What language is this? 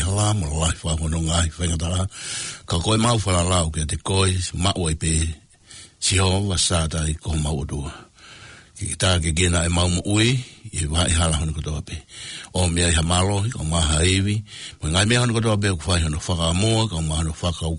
Tongan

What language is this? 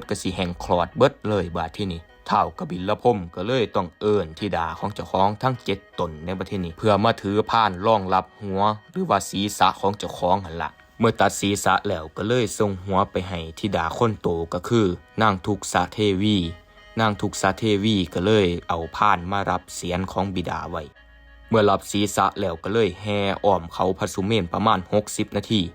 Northeastern Thai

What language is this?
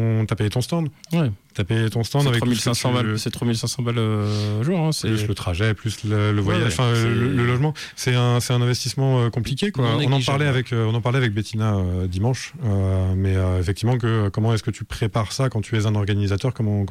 French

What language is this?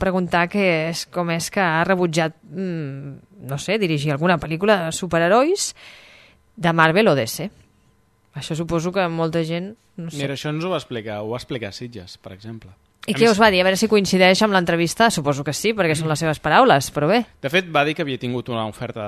Catalan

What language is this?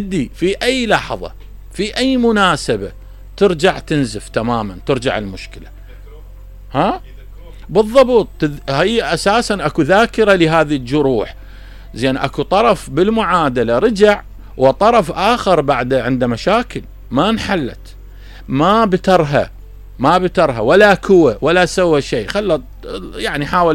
Mesopotamian Arabic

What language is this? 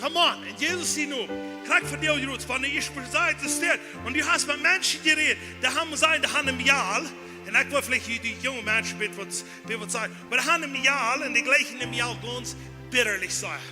Plautdietsch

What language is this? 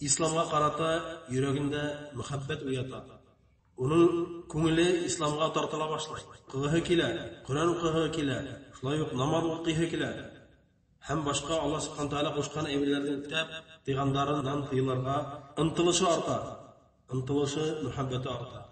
Bashkir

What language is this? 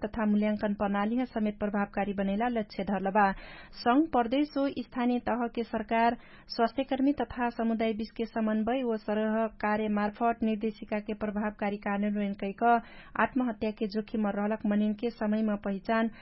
Dangaura Tharu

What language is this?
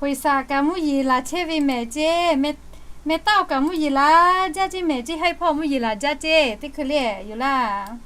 Lahu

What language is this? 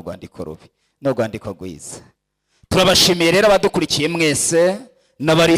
Kinyarwanda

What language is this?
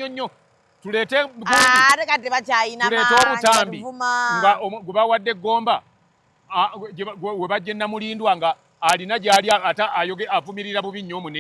Ganda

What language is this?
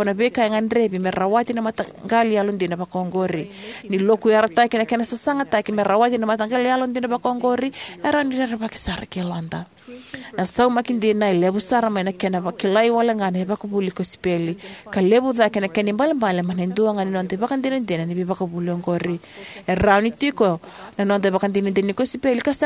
Fijian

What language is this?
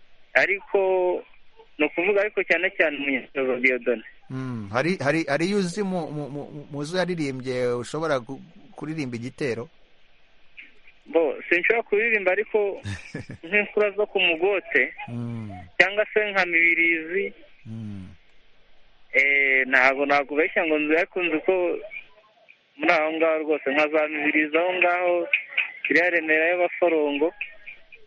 Kinyarwanda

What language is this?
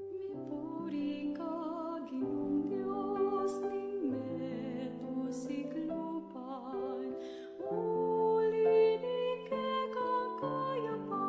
Pampanga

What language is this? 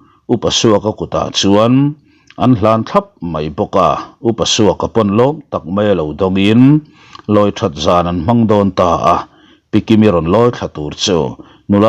Mizo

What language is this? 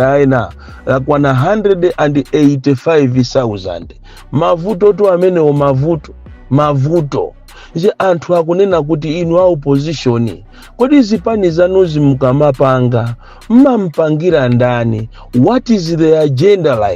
Nyanja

